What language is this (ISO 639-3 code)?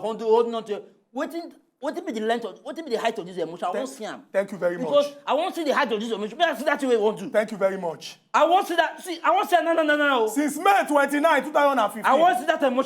pcm